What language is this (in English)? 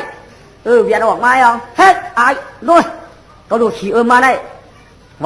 Shan